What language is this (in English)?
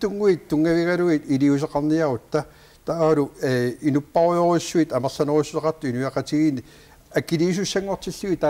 Kalaallisut